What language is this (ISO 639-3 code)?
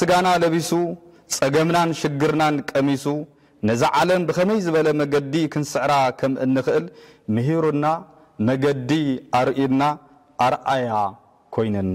tir